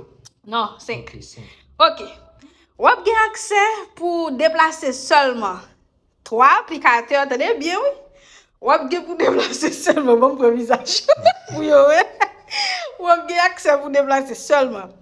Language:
Haitian Creole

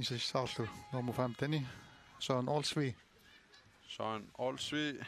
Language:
Kalaallisut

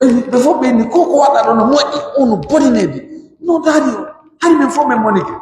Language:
Pular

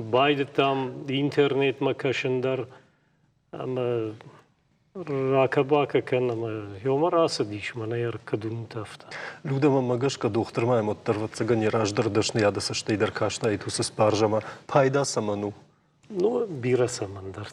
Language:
Ossetic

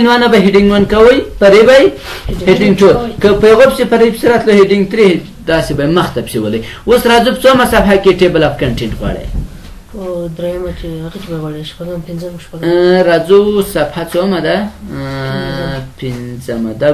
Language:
Pashto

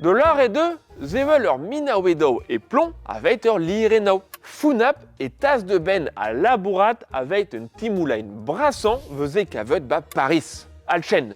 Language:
Breton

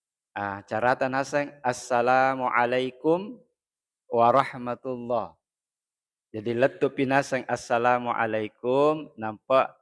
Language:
Buginese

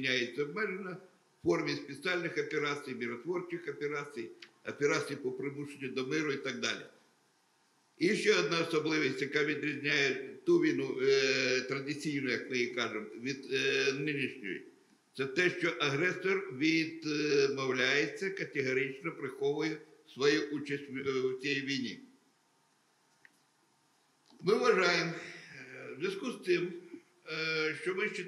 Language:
Ukrainian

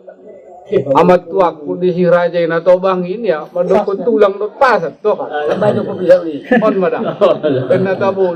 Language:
Batak Angkola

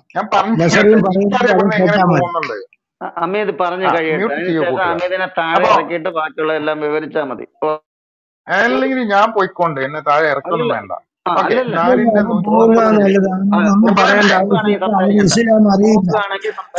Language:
Malayalam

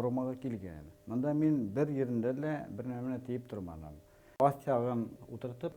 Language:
Bashkir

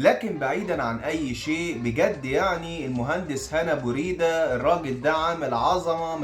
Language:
Egyptian Arabic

